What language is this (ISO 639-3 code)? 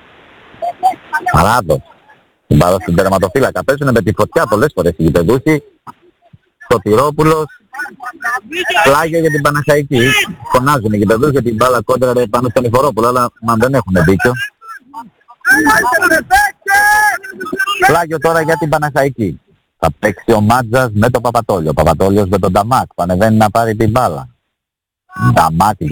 ell